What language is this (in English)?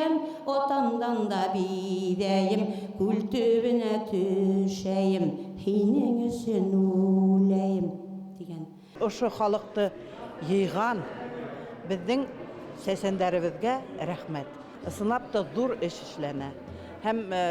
Bashkir